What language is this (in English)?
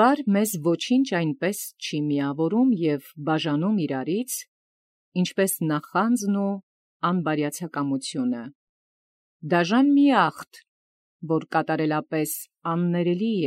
Armenian